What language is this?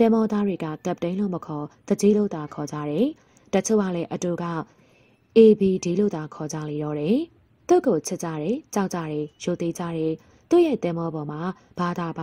Burmese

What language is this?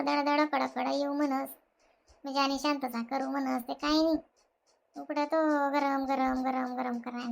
Khandesi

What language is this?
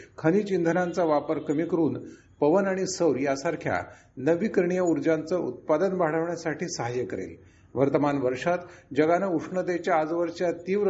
Marathi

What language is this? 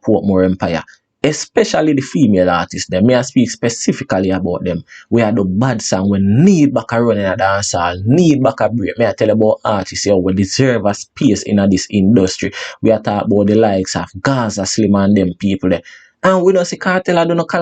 Jamaican Creole English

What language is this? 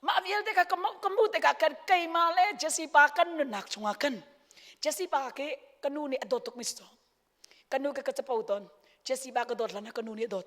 Hakha Chin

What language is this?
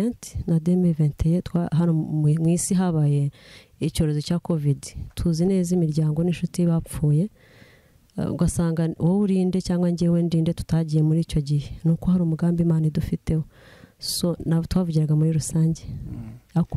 Kinyarwanda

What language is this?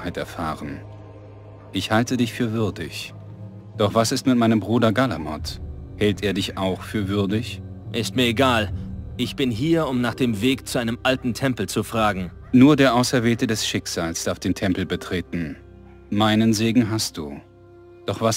Bavarian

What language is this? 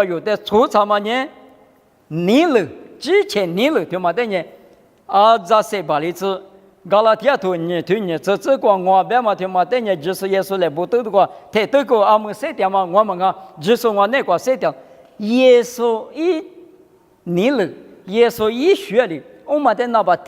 Lisu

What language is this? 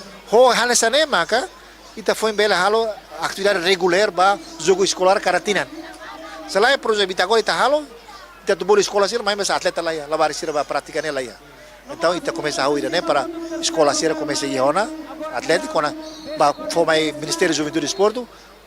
Tetum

